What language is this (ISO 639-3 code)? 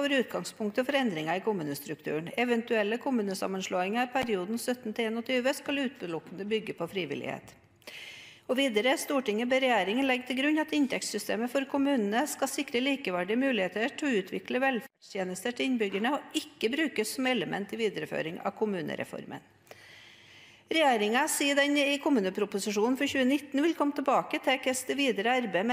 nor